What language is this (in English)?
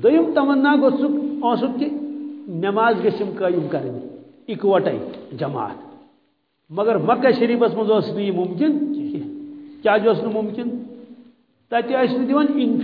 Kashmiri